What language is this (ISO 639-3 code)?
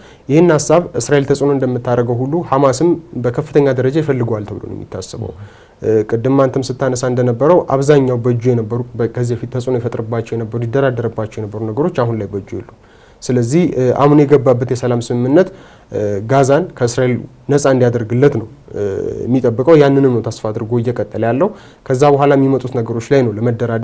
amh